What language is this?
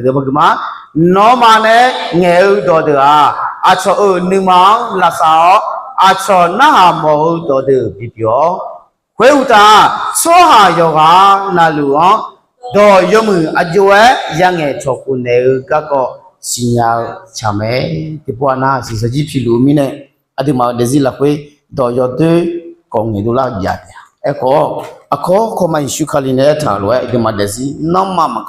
Akha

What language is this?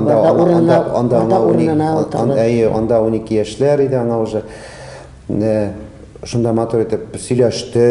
Tatar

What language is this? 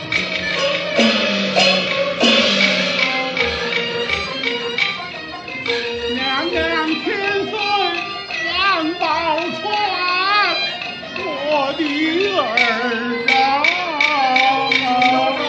Chinese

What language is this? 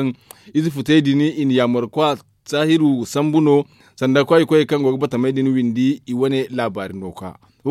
Zarma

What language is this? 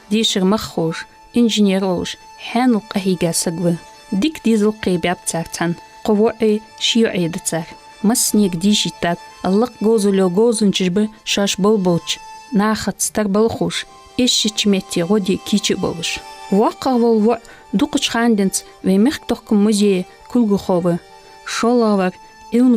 Ingush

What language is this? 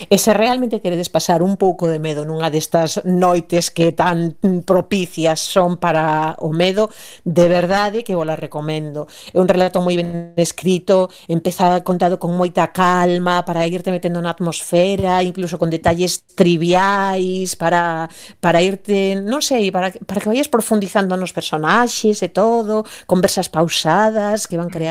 Galician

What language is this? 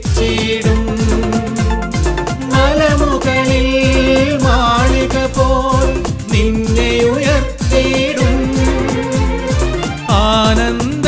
Malayalam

